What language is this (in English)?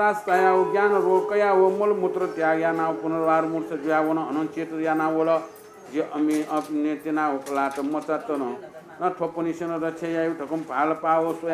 Newari